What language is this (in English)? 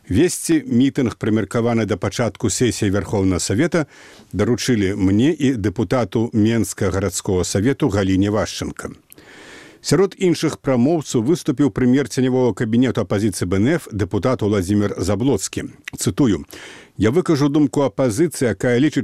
Belarusian